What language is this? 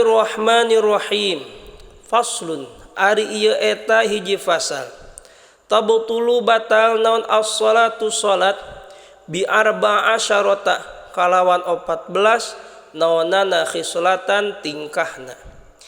Sundanese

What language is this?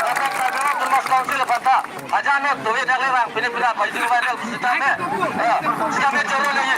Karbi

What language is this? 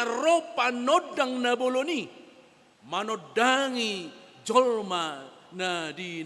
Batak Toba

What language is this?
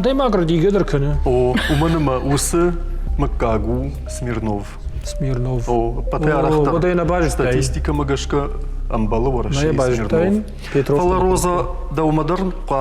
Ossetic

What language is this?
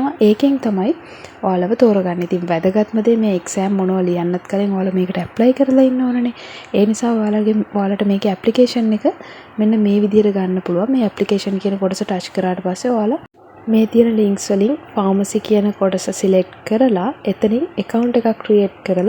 Sinhala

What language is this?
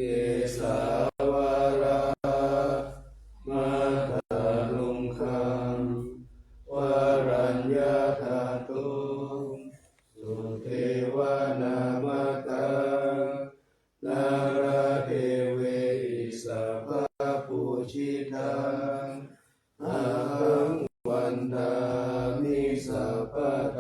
Pali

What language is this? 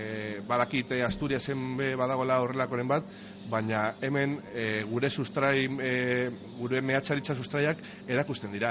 Basque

